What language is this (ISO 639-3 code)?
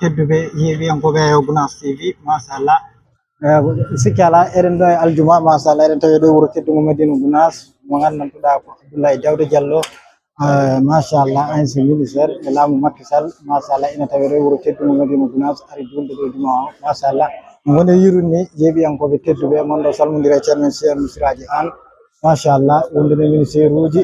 ful